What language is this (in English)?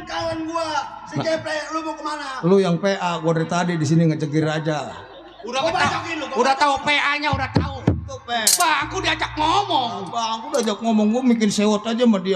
Betawi